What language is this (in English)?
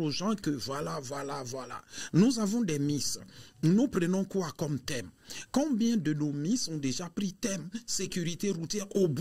French